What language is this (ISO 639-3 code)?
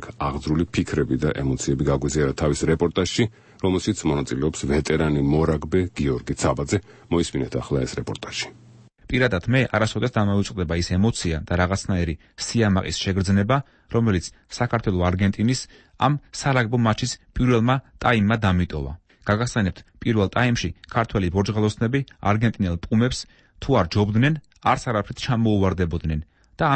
kat